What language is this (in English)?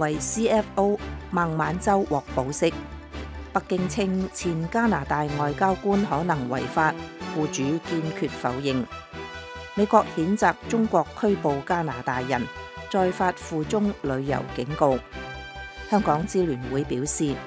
Cantonese